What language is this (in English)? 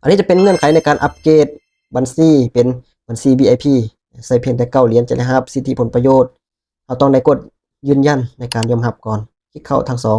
Lao